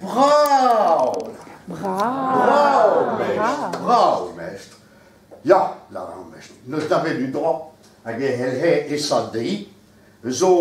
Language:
Breton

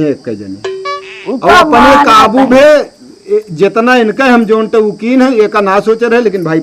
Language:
Awadhi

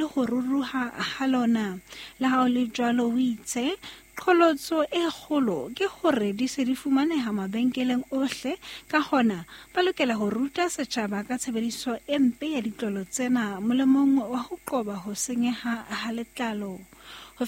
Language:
Southern Sotho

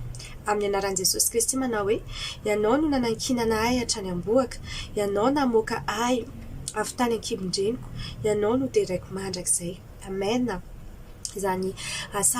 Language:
Malagasy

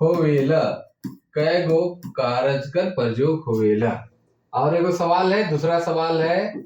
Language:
Sadri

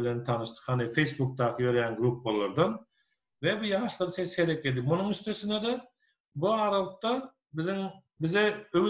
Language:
Turkmen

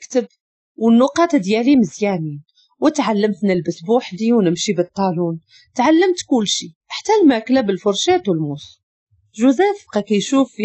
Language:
Moroccan Arabic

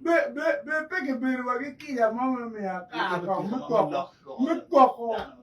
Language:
Acoli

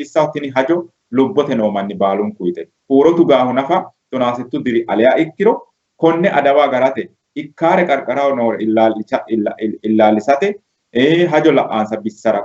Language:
Sidamo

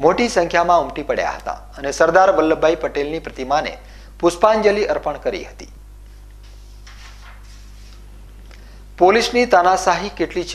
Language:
Gujarati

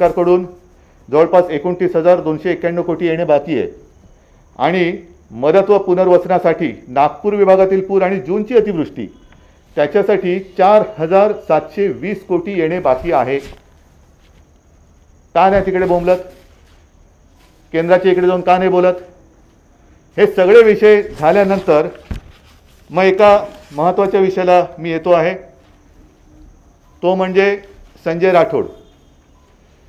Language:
Marathi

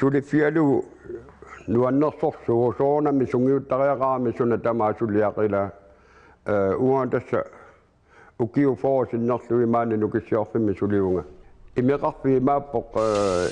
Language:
Kalaallisut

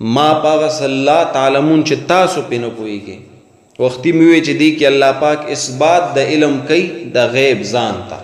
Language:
Pashto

